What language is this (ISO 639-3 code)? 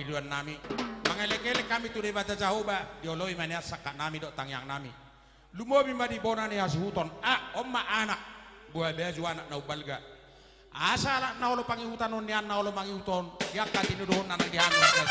bbc